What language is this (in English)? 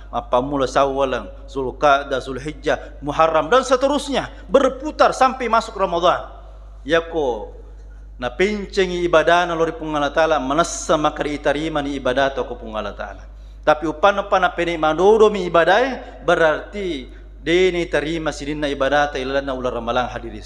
Buginese